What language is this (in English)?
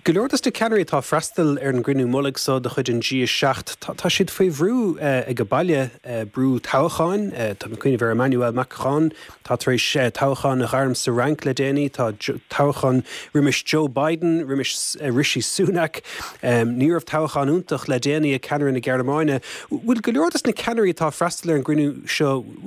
Irish